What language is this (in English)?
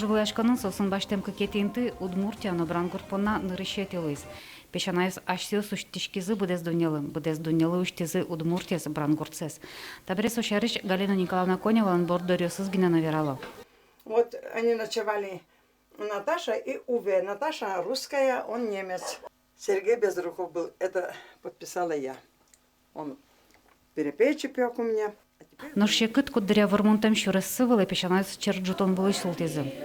Udmurt